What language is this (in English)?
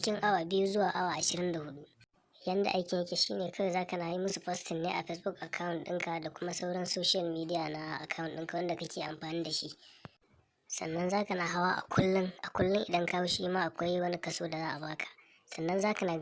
Hausa